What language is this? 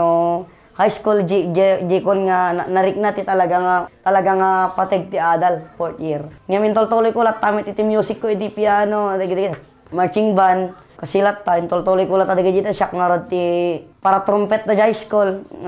Iloko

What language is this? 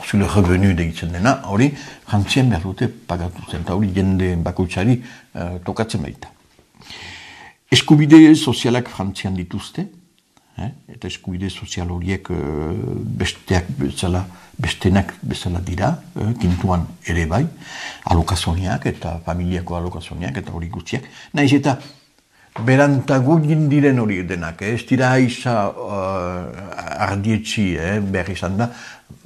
Basque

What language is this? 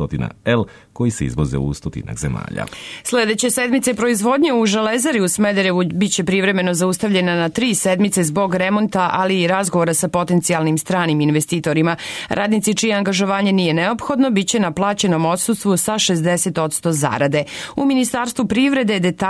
Serbian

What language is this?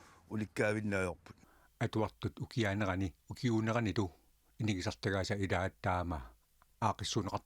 Kalaallisut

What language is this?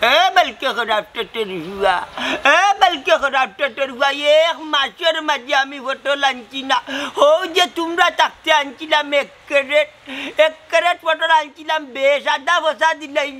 Sylheti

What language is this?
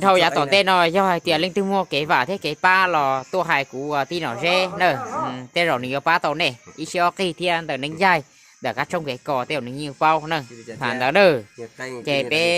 Hmong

